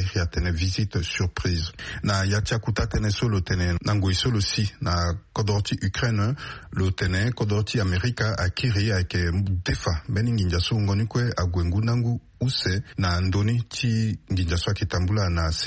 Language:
Sango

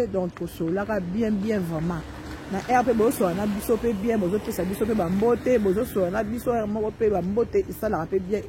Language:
Lingala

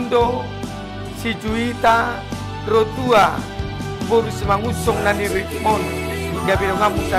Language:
Batak Toba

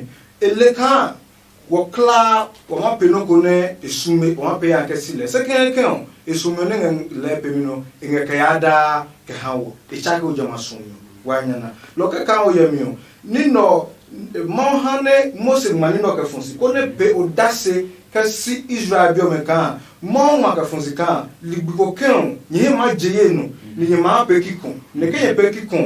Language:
Adangme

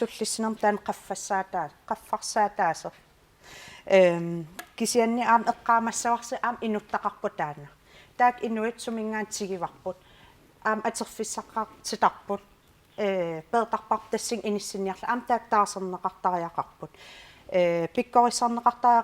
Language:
Kalaallisut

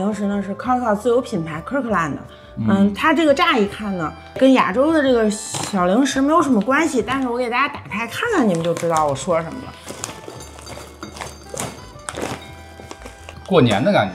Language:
Chinese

